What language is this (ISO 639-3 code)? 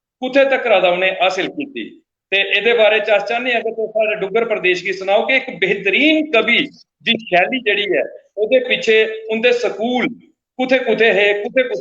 doi